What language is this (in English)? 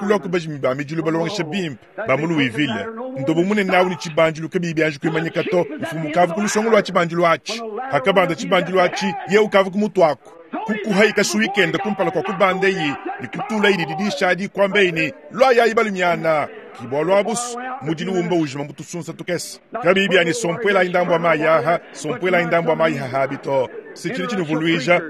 Luba-Lulua